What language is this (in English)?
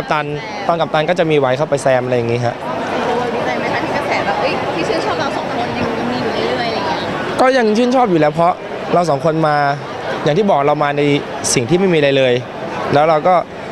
Thai